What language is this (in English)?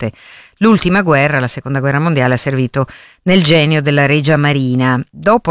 Italian